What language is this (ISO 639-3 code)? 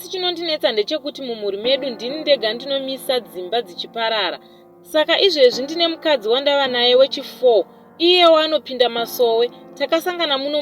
sna